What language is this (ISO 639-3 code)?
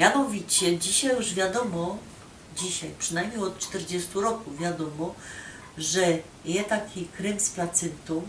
szl